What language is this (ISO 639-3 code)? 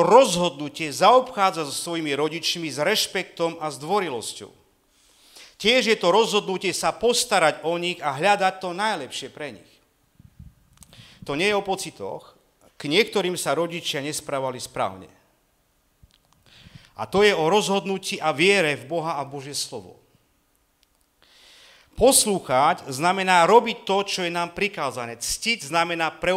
slk